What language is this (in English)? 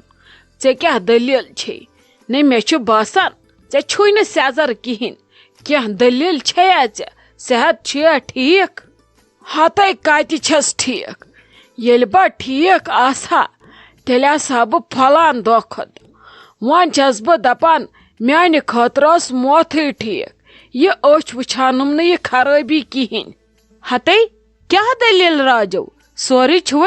Kashmiri